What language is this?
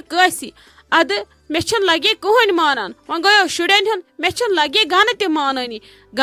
Kashmiri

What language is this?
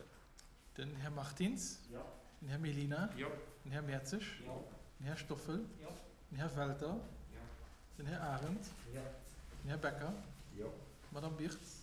Luxembourgish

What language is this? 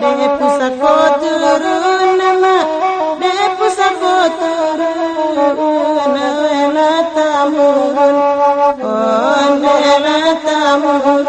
Minangkabau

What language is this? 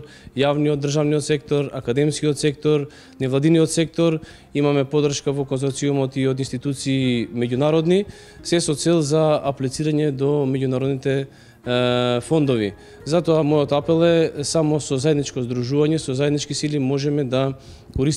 Macedonian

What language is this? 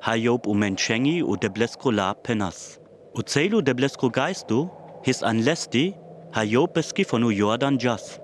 Sinte Romani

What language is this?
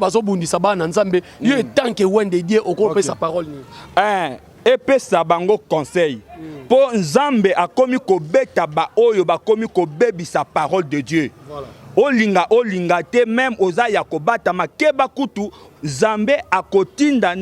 Lingala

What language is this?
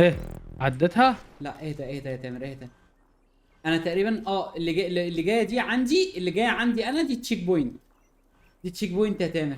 Egyptian Arabic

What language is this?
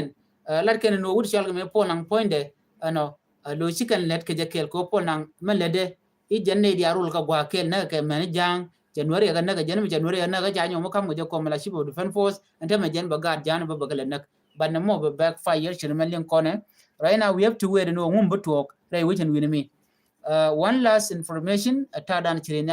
Nuer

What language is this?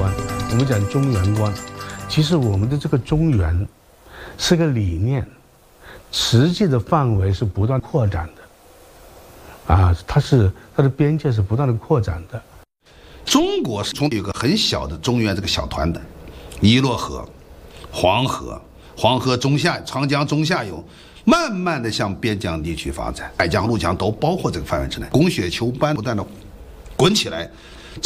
Chinese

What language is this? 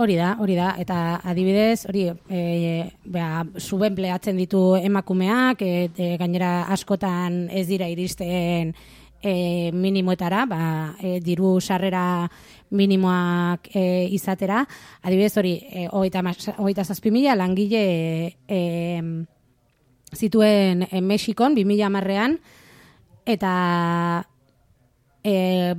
Basque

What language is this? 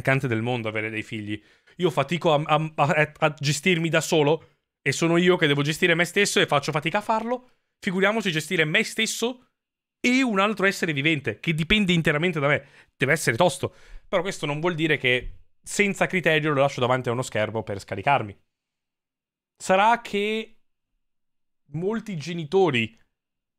Italian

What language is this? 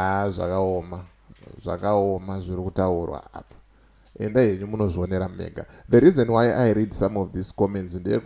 Shona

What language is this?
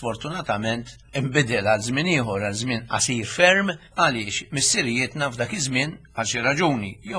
Maltese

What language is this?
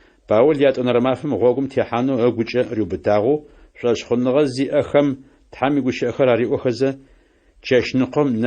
Adyghe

